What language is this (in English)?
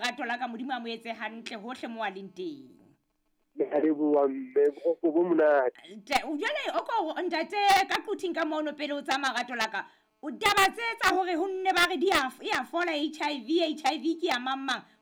Southern Sotho